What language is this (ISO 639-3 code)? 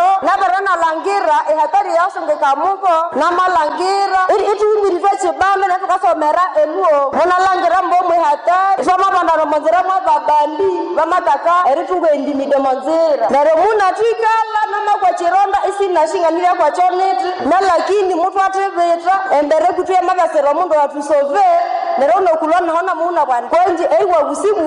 nnb